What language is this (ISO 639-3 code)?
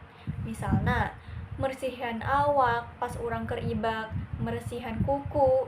sun